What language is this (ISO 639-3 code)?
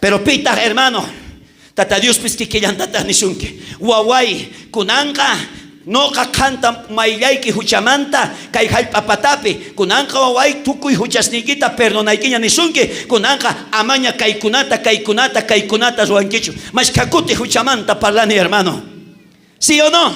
quh